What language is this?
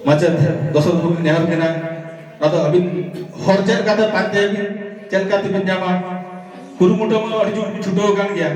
Santali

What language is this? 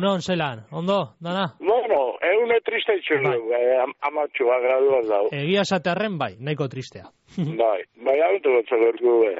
Basque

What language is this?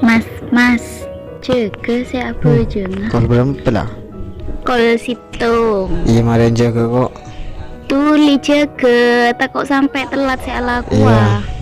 Madurese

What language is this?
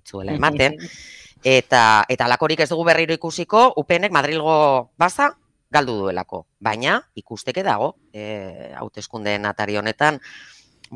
Basque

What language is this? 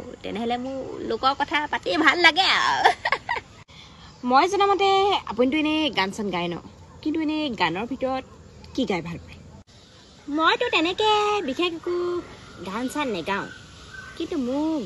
Assamese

